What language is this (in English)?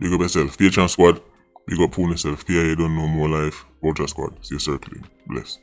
Jamaican Creole English